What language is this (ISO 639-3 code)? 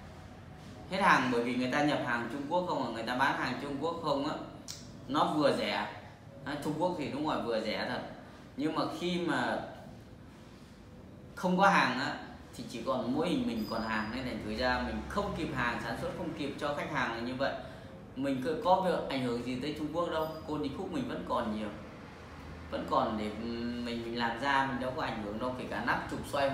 vie